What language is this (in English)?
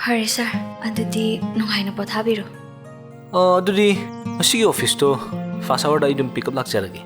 Manipuri